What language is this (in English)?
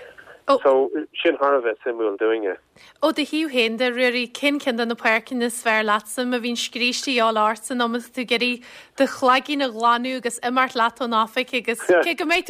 Irish